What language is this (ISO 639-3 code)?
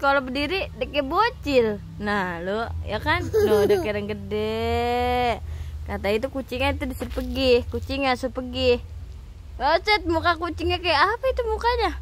bew